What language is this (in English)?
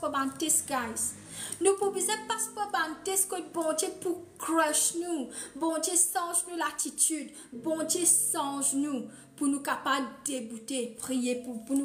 Morisyen